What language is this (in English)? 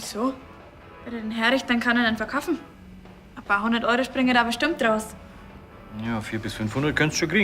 Bavarian